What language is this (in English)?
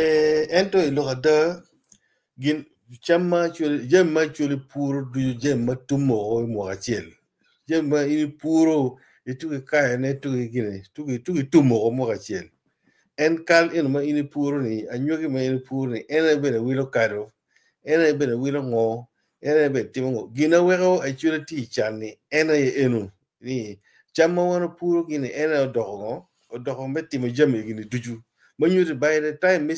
Acoli